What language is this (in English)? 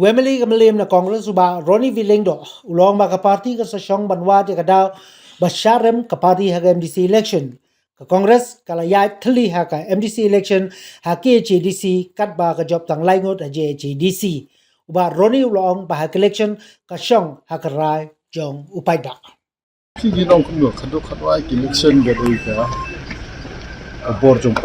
Khasi